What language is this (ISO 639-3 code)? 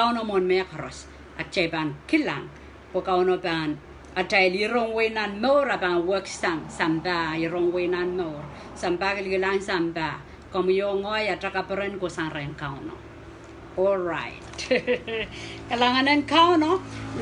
pon